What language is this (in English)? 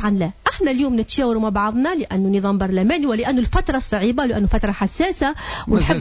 Tunisian Arabic